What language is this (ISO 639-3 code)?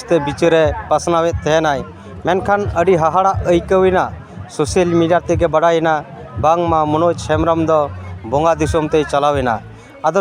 sat